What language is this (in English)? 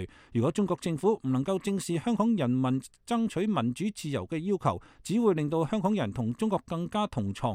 Cantonese